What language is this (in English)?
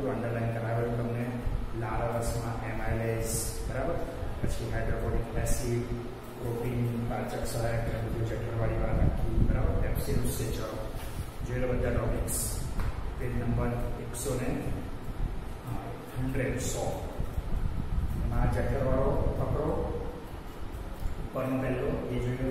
Gujarati